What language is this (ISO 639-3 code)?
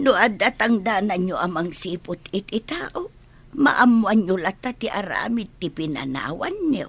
ilo